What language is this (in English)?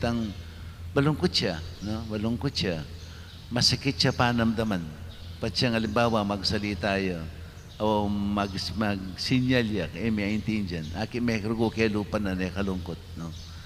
Pampanga